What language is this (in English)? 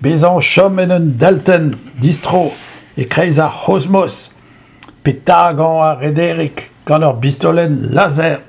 Breton